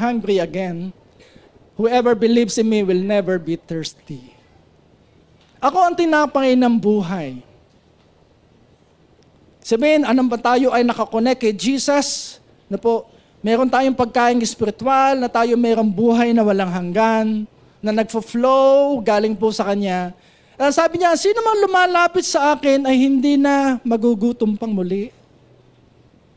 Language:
Filipino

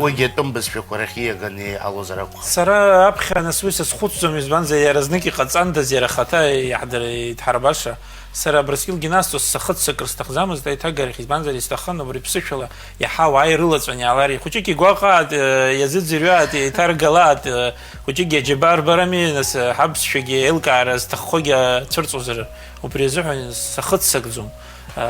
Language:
Abkhazian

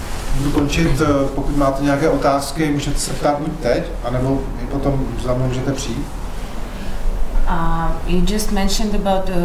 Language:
Czech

